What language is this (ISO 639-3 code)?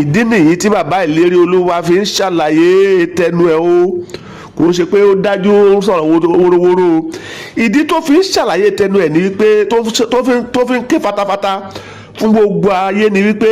yor